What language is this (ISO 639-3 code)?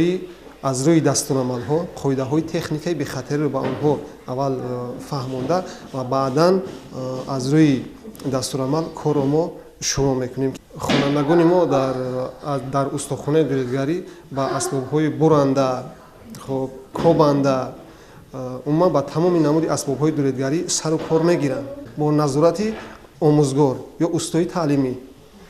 tgk